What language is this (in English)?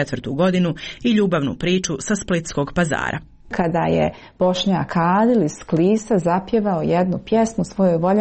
Croatian